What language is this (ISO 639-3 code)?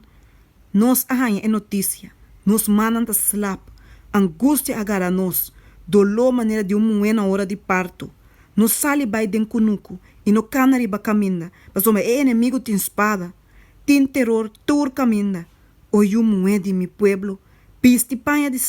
pap